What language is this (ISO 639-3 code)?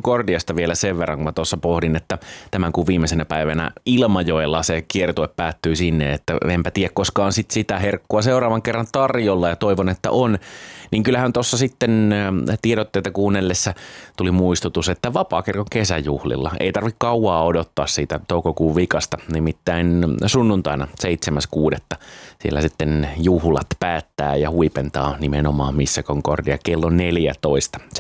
fin